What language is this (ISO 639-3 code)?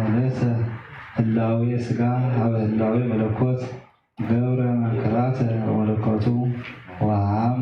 gez